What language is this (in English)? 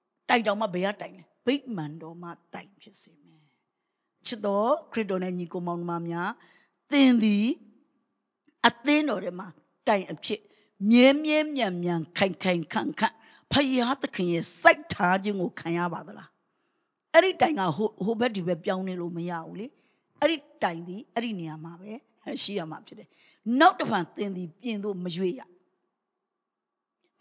Burmese